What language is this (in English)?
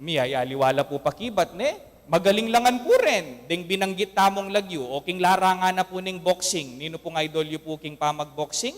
Pampanga